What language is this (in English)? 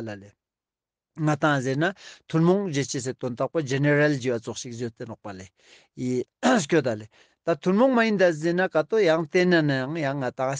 Ladakhi